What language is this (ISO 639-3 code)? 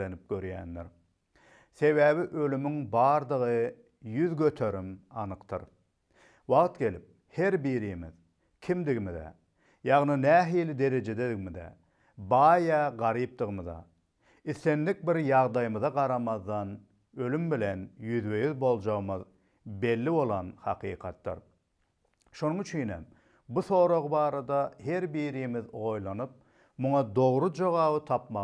tuk